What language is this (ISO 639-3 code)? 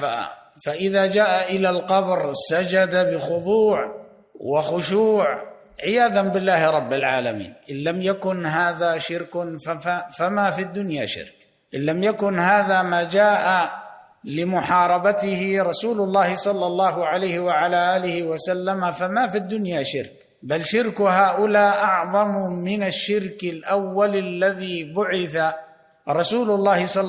ara